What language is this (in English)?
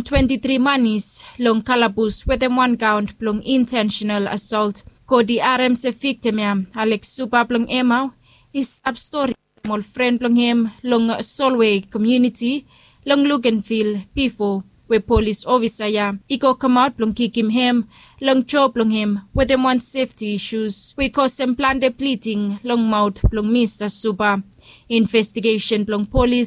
Bislama